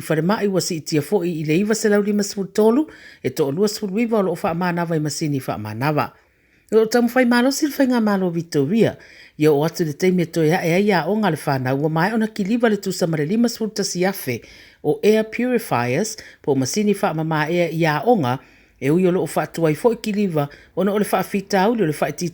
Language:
Samoan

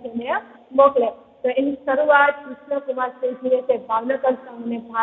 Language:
Gujarati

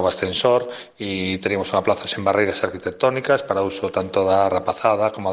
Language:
Galician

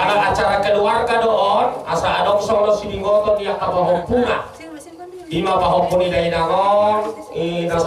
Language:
Batak Toba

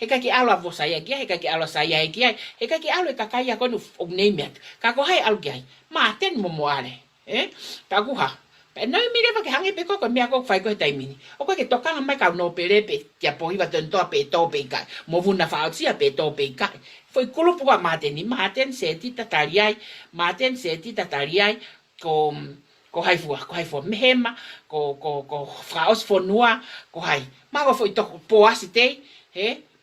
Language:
Tongan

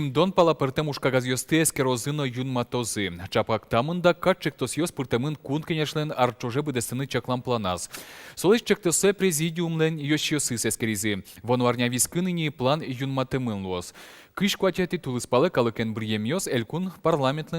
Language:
Udmurt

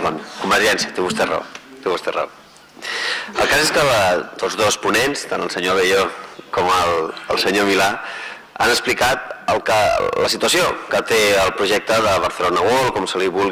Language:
Catalan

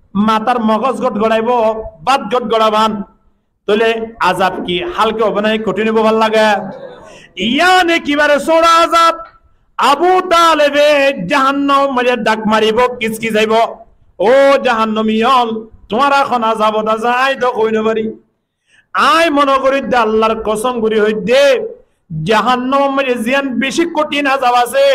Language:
Rohingya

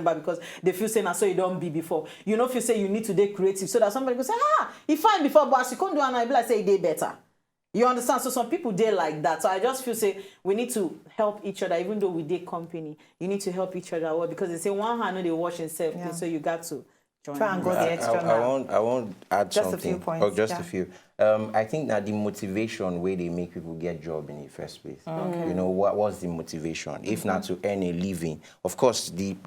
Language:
Nigerian Pidgin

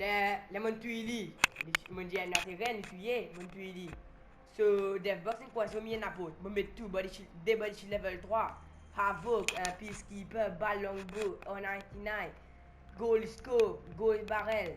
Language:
Morisyen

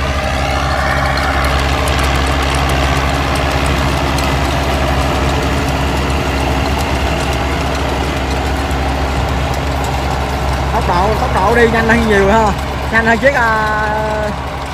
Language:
Vietnamese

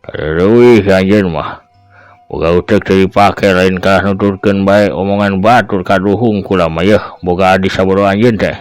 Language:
Sundanese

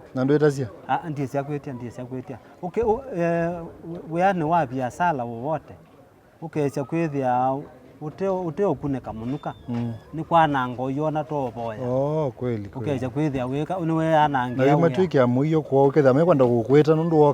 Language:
Kamba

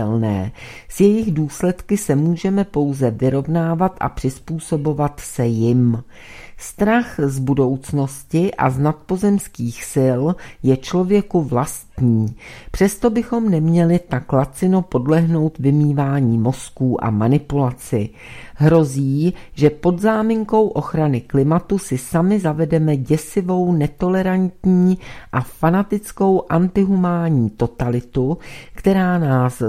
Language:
Czech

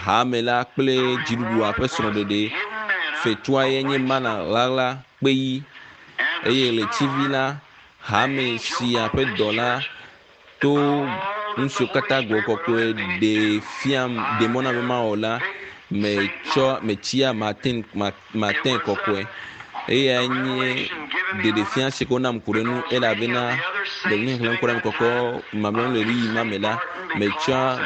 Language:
Ewe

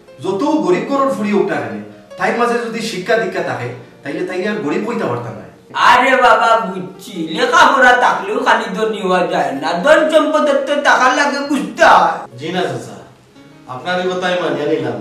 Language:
Sylheti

